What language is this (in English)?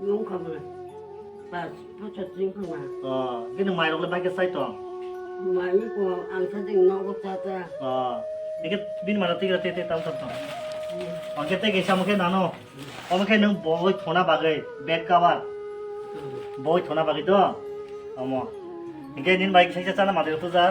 Kok Borok